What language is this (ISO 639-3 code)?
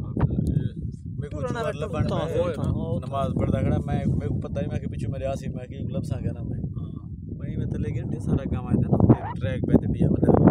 skr